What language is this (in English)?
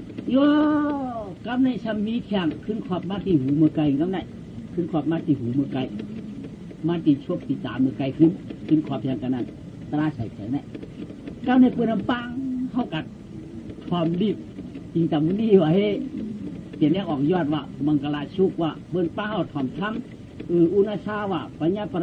Shan